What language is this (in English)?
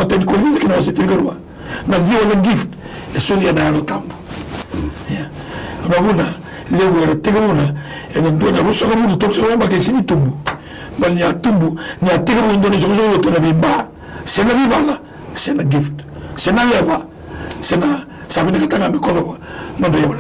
Fijian